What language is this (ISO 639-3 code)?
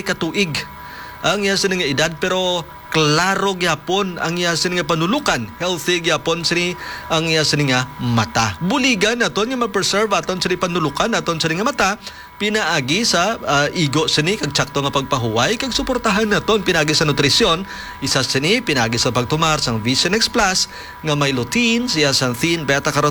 hil